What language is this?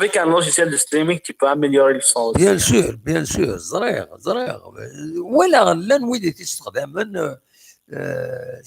Kabyle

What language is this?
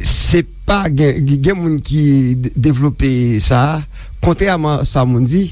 Haitian Creole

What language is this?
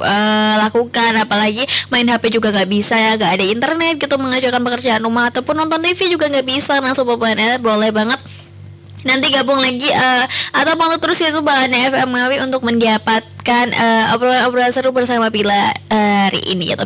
Indonesian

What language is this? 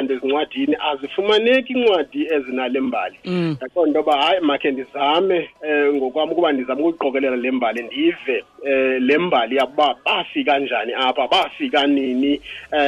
Xhosa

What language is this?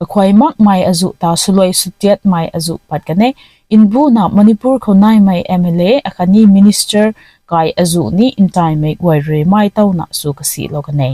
Rongmei Naga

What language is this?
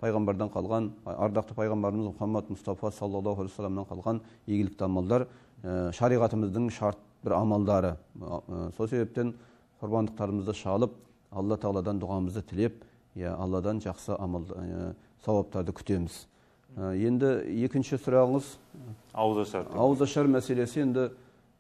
Kazakh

